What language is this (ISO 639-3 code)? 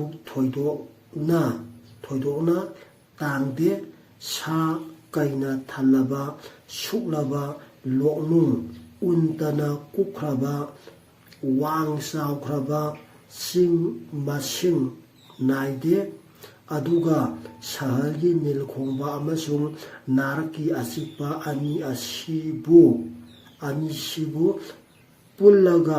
mni